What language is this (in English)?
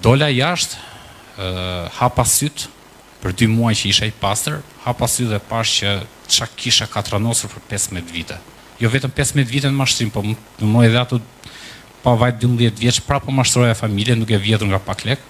Albanian